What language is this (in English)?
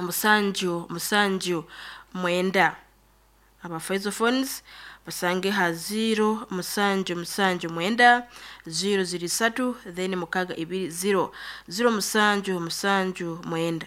Nyankole